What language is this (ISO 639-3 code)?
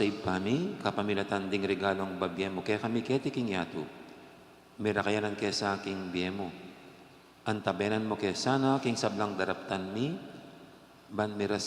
pam